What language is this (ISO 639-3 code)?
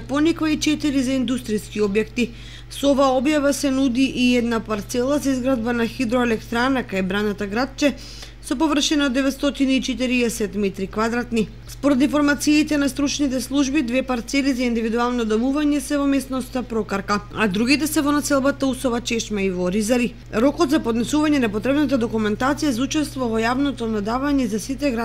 mkd